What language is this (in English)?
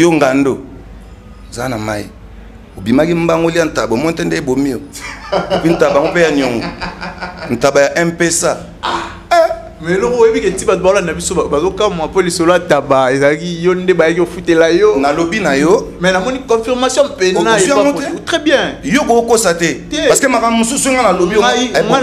Lingala